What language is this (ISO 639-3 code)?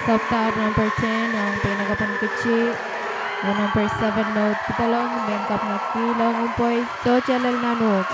pon